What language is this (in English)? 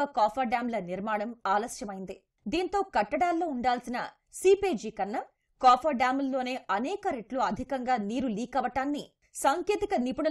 Telugu